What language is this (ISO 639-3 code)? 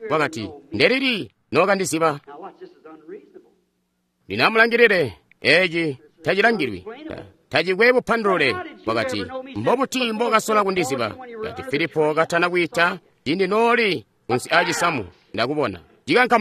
toi